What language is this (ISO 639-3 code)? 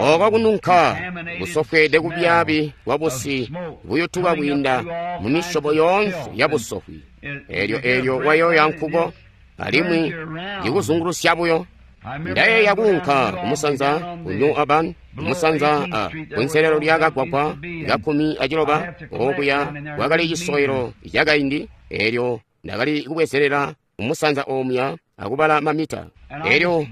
toi